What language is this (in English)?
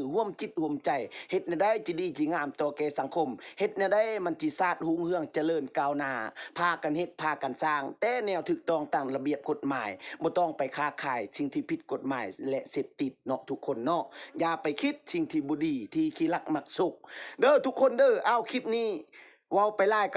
Lao